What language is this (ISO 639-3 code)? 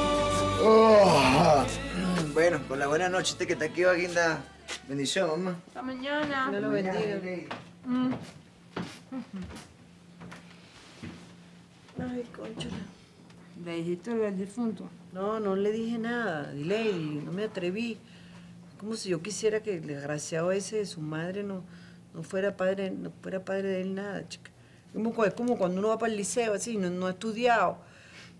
spa